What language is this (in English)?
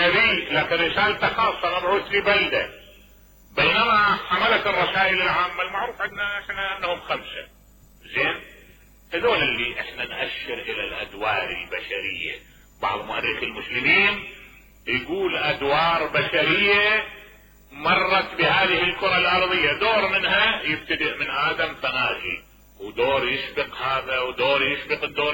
Mesopotamian Arabic